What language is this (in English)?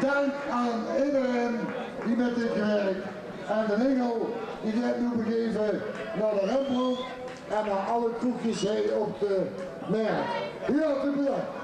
Limburgish